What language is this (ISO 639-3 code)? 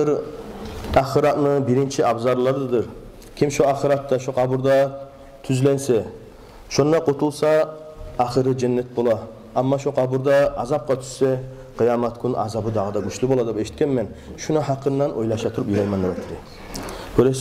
kum